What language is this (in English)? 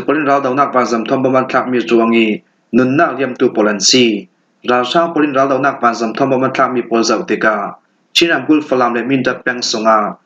Falam Chin